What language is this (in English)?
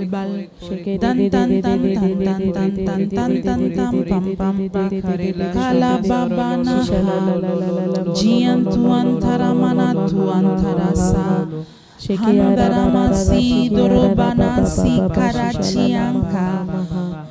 Tem